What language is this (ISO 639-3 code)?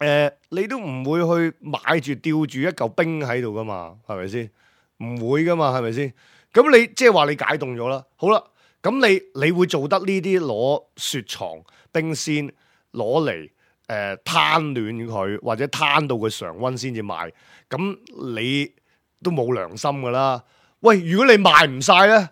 yue